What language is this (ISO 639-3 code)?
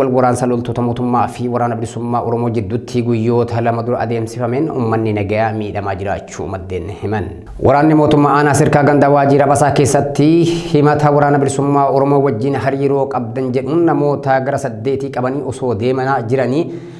orm